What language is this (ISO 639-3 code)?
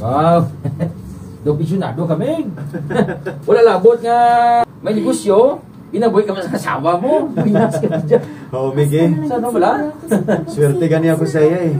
hil